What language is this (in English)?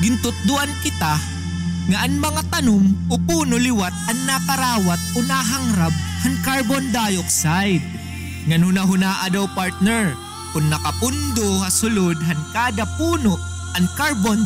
Waray